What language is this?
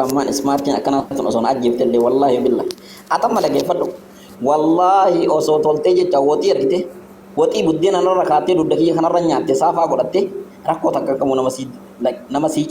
Oromo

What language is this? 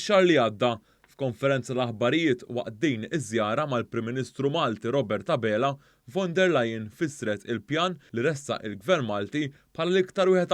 Maltese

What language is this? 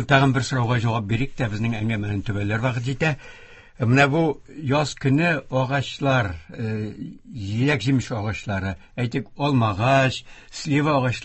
Tatar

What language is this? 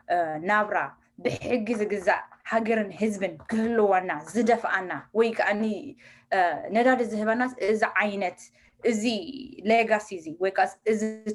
Tigrinya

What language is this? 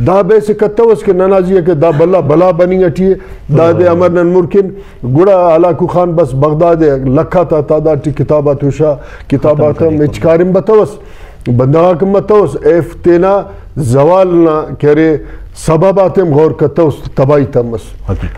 Brahui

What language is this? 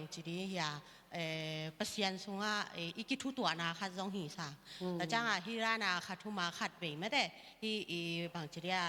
Tedim Chin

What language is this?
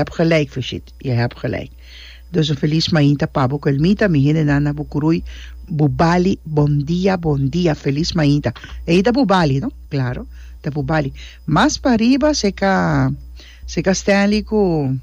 Papiamento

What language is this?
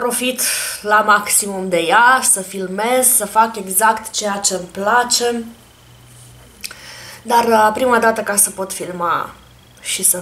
Romanian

